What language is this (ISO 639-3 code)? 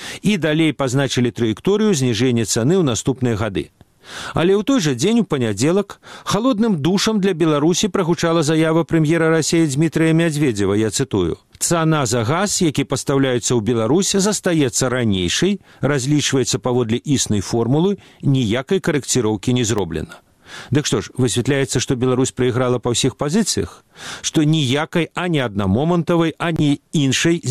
bel